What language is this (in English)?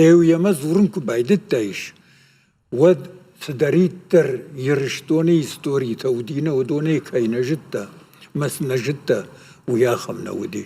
Ossetic